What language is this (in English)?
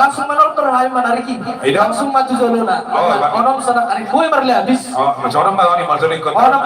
Batak Toba